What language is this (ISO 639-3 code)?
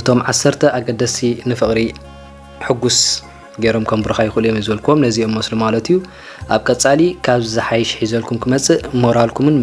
tir